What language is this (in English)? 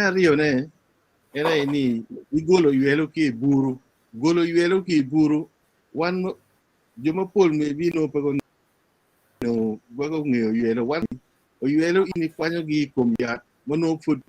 Acoli